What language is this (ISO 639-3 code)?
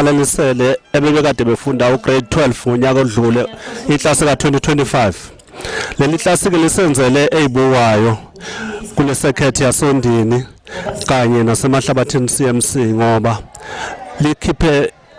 zul